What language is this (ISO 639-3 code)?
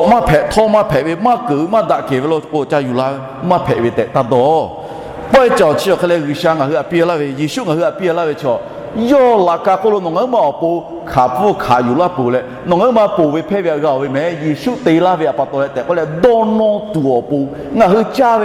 lhu